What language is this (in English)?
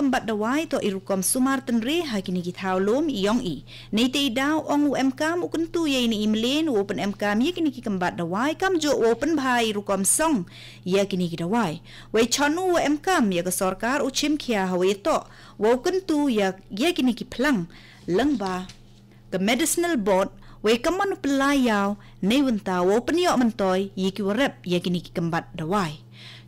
Khasi